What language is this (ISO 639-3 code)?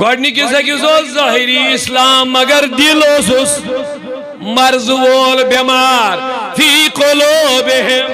kas